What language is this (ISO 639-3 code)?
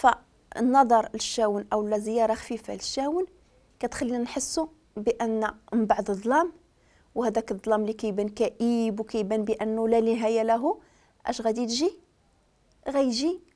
ary